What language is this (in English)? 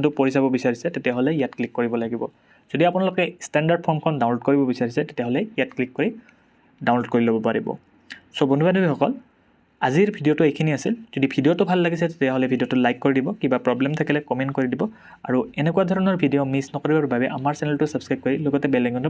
Assamese